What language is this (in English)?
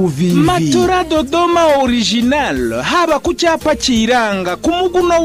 Kinyarwanda